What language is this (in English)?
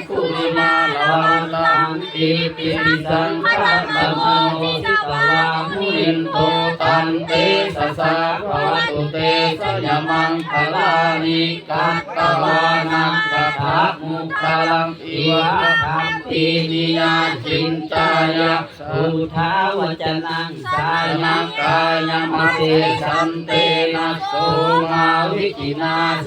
Pali